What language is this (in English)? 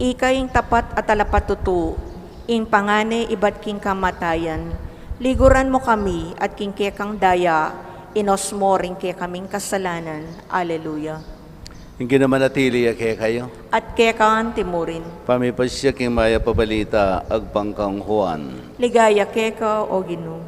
Pampanga